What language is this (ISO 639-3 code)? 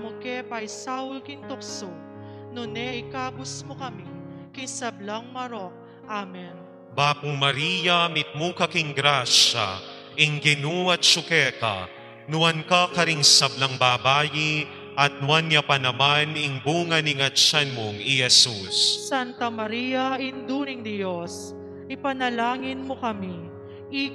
pam